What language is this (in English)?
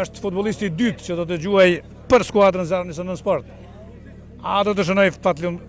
Albanian